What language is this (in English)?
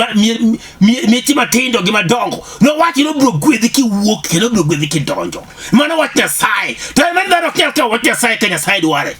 Luo (Kenya and Tanzania)